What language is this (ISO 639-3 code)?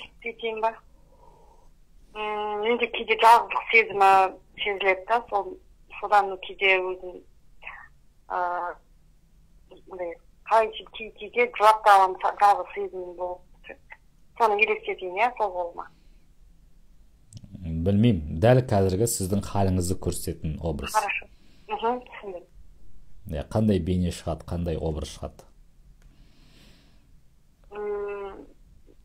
kaz